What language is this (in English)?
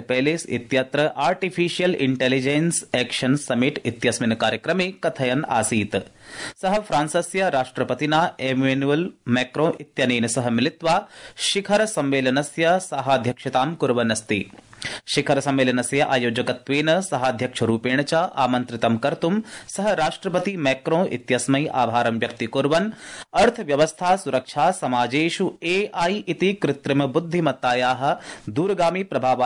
Sanskrit